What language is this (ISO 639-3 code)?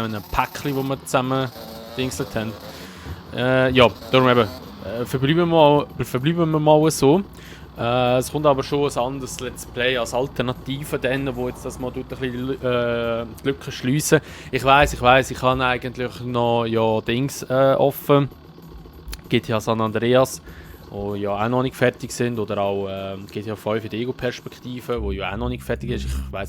gsw